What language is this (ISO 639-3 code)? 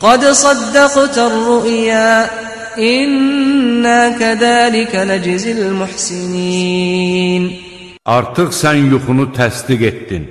aze